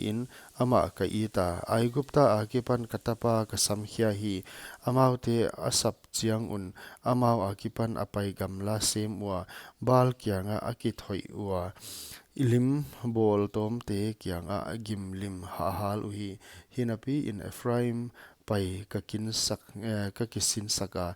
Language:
Paite Chin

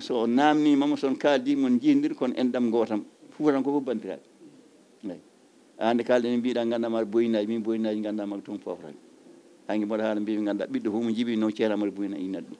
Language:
Fula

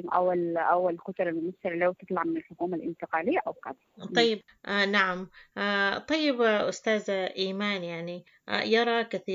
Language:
Sudanese Arabic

